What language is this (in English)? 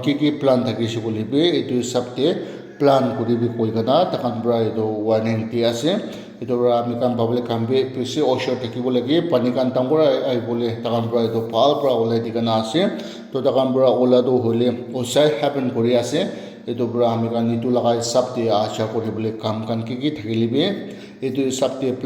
Naga Pidgin